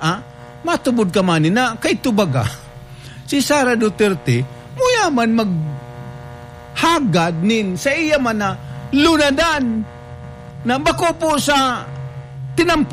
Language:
Bikol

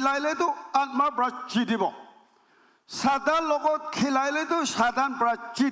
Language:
Naga Pidgin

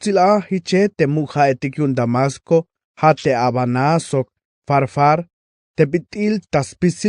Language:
Tzeltal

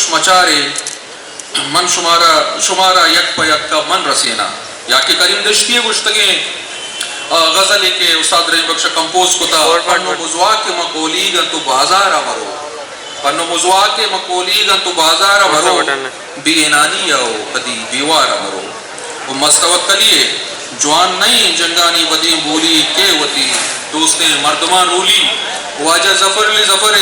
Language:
Eastern Balochi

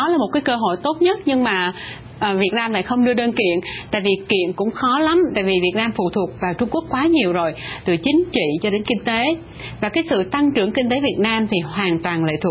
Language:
Vietnamese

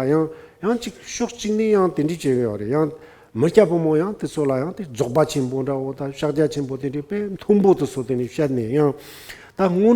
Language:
Tibetan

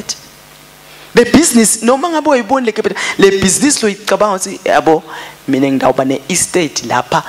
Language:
Swati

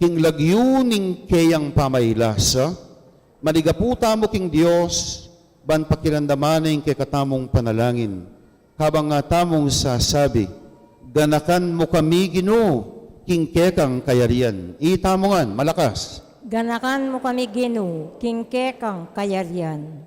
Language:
Pampanga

